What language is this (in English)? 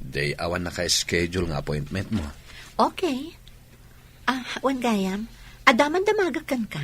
Iloko